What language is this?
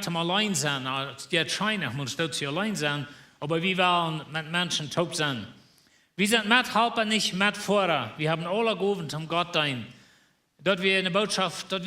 Plautdietsch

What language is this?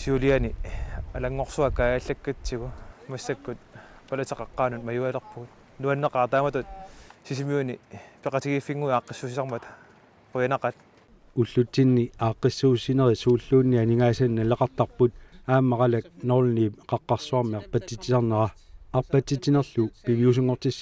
Kalaallisut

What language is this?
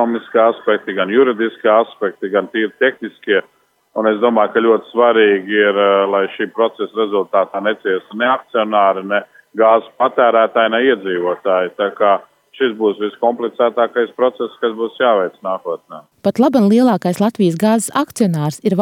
Latvian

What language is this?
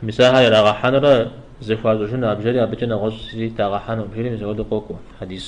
Kabardian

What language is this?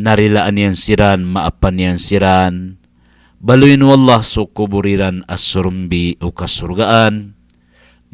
Maranao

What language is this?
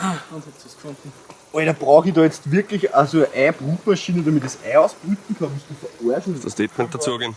Bavarian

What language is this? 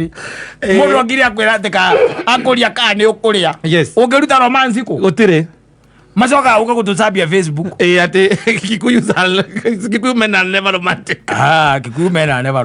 Kikuyu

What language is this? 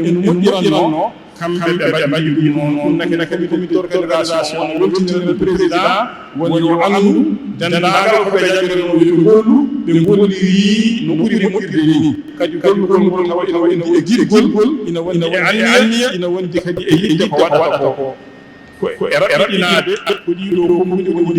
Fula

